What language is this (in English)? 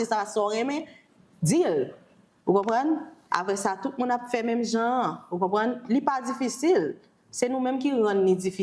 Haitian Creole